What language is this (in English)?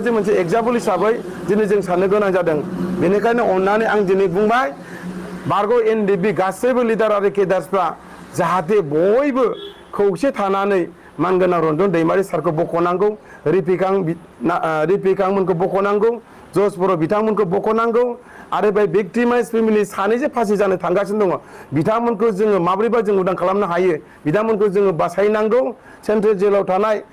Bodo